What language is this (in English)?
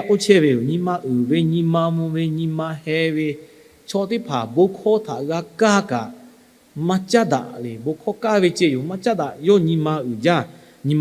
Lahu